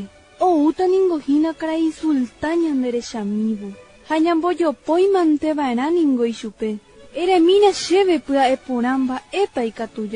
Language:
Guarani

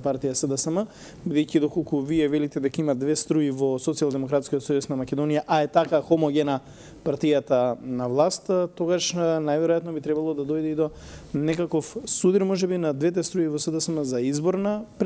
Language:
Macedonian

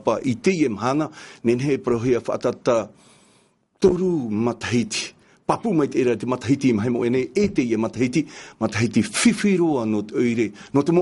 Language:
Tahitian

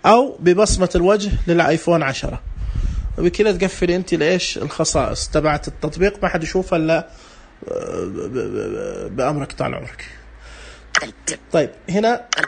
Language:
Najdi Arabic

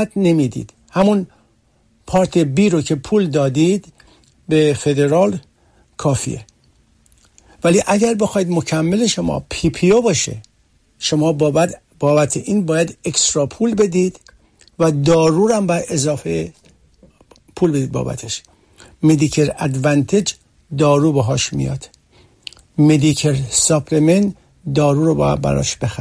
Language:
Persian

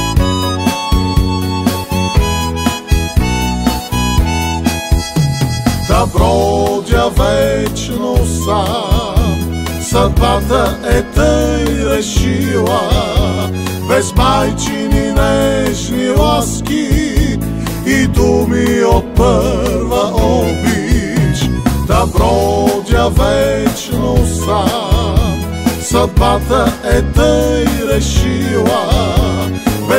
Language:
Bulgarian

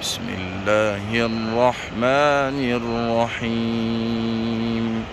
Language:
Tajik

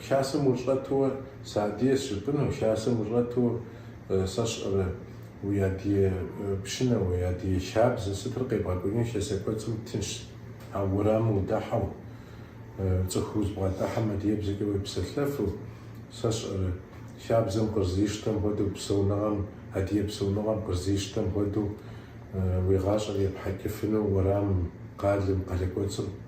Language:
Kabardian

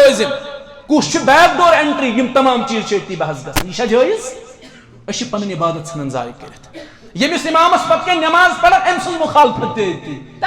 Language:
Kashmiri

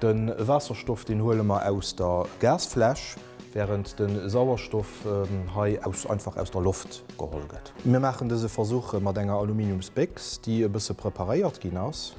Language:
Luxembourgish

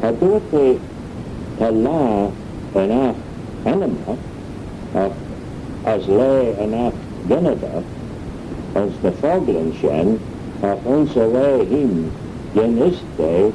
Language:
Manx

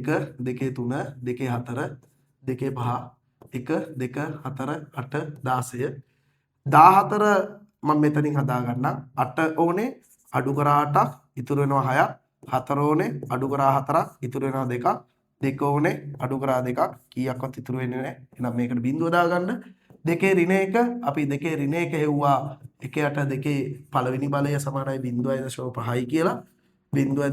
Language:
Sinhala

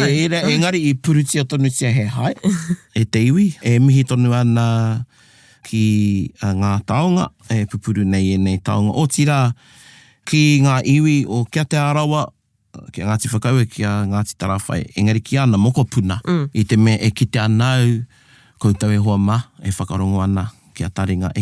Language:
Māori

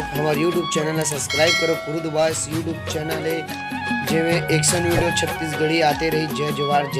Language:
Chhattisgarhi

